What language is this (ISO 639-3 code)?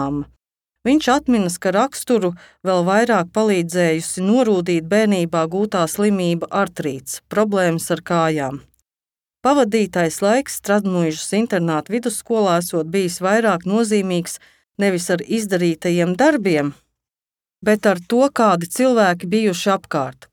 lav